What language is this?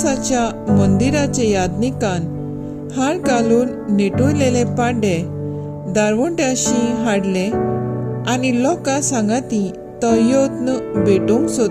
Konkani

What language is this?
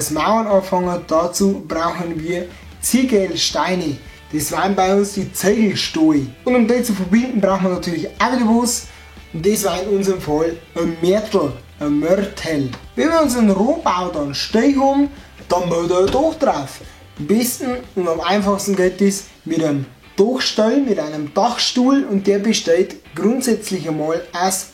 Bavarian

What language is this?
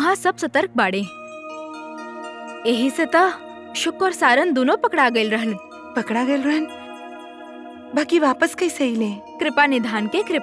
Bhojpuri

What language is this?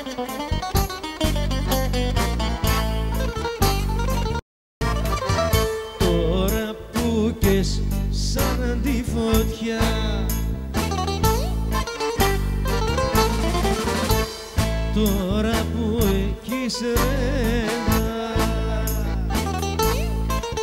Greek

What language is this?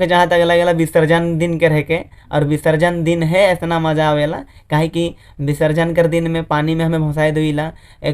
Sadri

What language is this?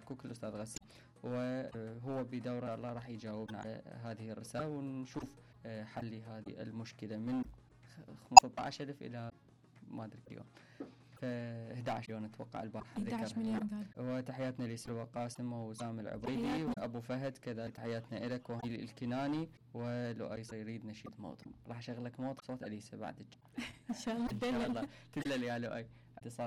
Mesopotamian Arabic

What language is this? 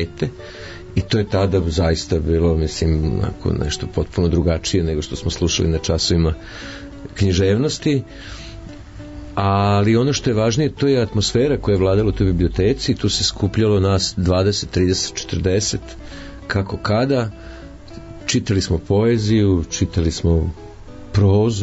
Serbian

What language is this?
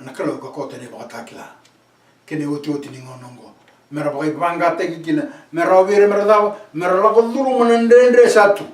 Fijian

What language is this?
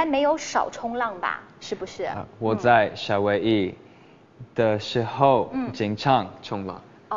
Chinese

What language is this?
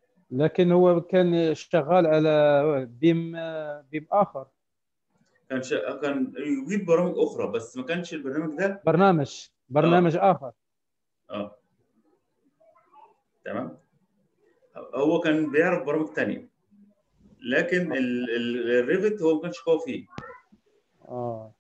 Egyptian Arabic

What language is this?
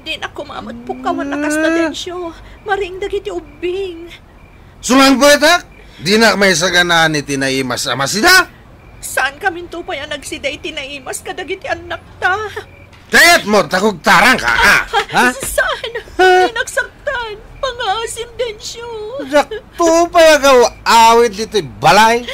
Iloko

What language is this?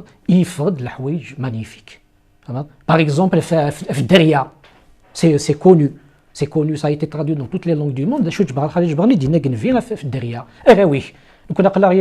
Kabyle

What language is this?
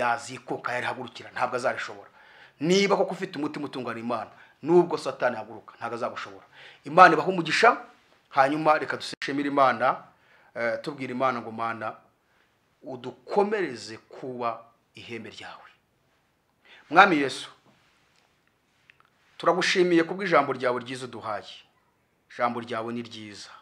Kinyarwanda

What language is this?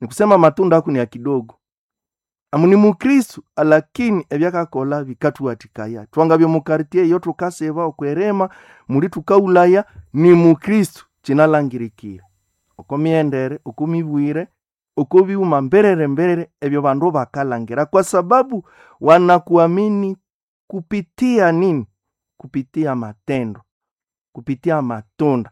Nande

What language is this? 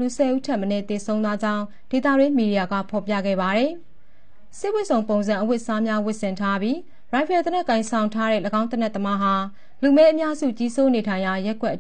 Burmese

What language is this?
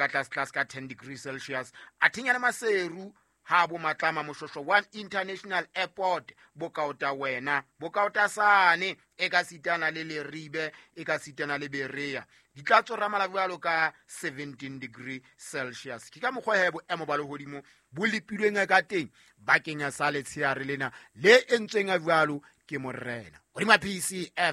Southern Sotho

